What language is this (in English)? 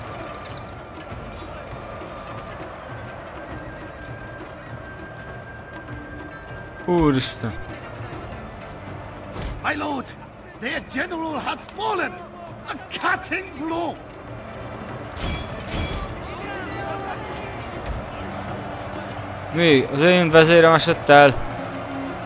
Hungarian